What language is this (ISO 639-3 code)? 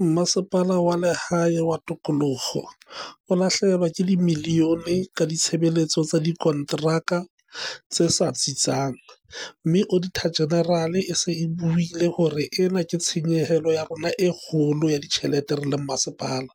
sot